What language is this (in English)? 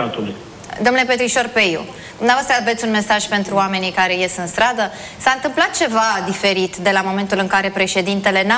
Romanian